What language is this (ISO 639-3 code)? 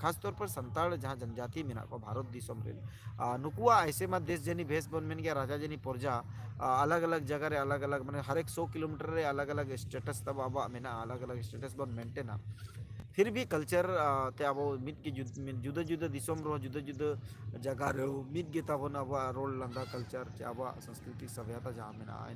sat